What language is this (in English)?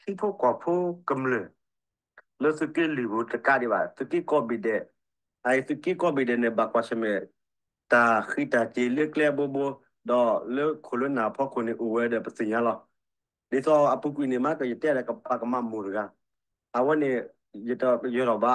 S'gaw Karen